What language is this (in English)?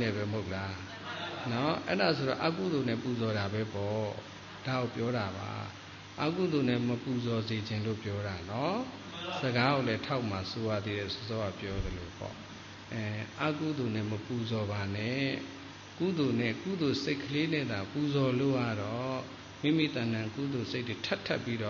Burmese